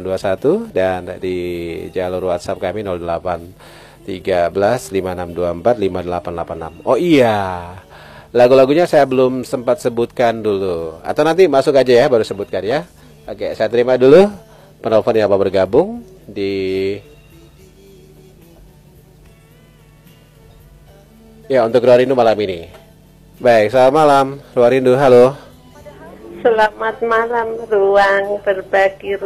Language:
Indonesian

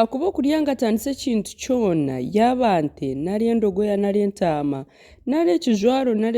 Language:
Nyankole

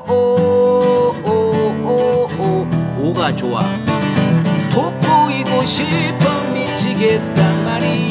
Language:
Korean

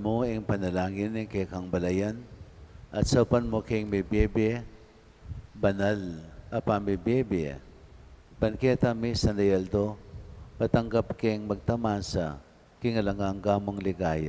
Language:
Pampanga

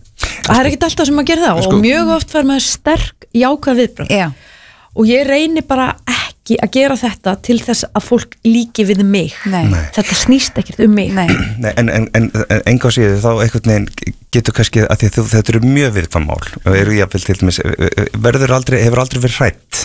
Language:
Icelandic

